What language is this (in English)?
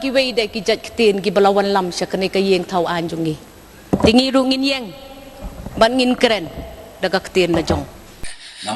Khasi